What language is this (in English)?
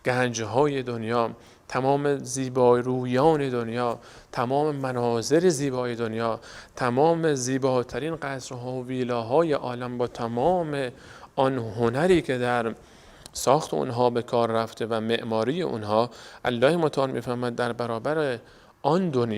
Persian